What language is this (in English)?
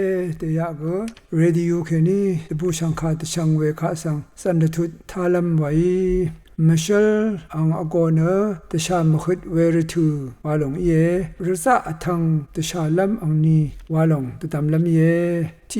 Rawang